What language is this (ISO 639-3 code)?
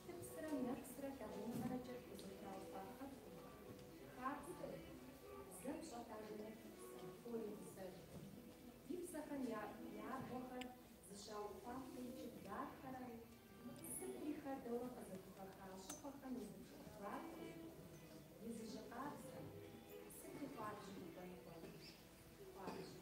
kbd